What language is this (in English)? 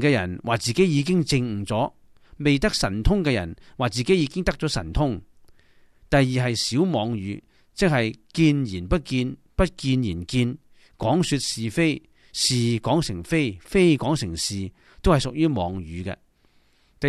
Cantonese